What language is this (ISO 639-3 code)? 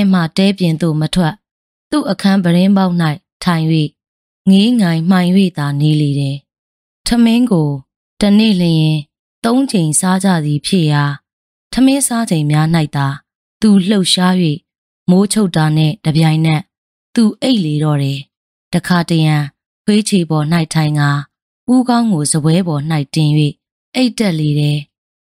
mya